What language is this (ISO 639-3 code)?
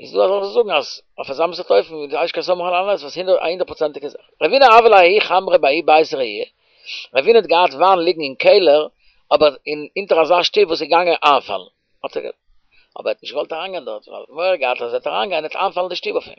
yid